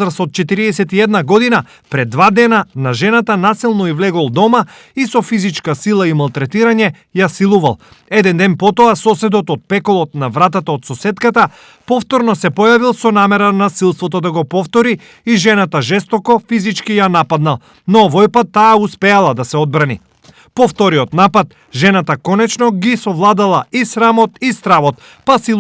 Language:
Macedonian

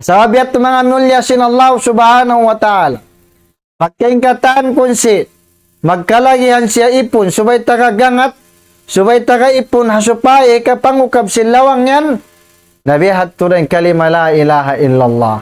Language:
Tausug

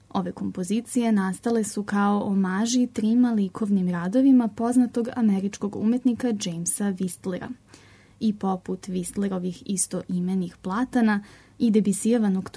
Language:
Serbian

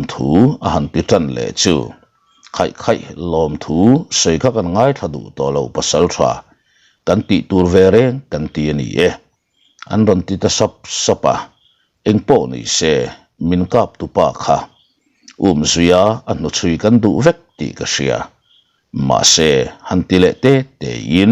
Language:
Mizo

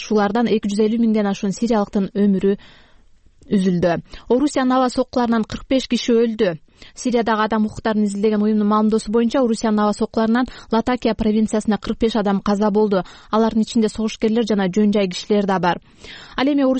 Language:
Kyrgyz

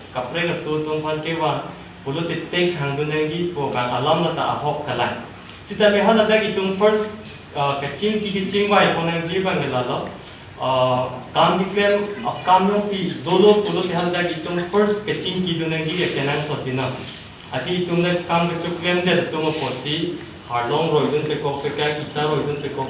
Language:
Karbi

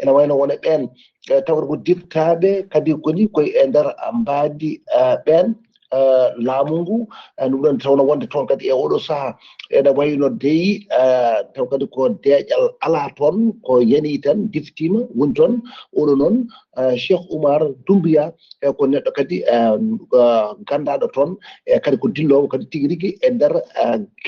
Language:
Fula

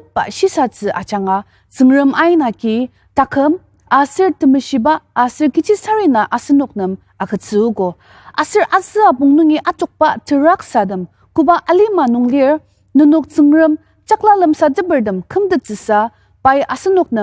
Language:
Ao Naga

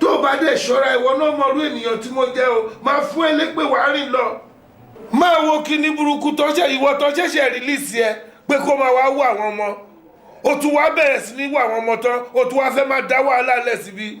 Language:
Yoruba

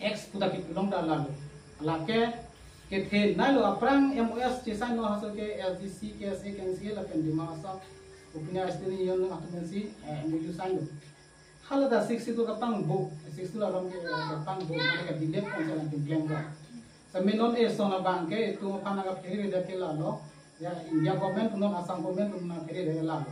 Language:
Karbi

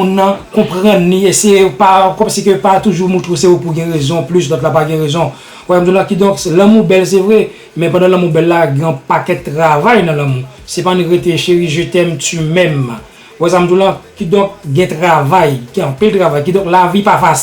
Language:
Haitian Creole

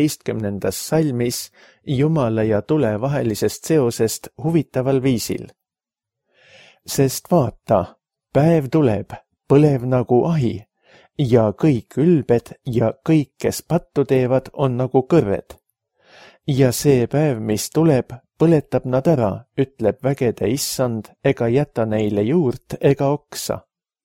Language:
Estonian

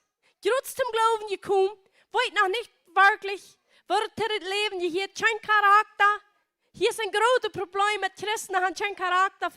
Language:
Plautdietsch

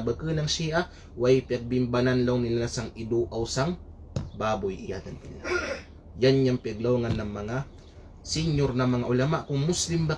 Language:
Kalagan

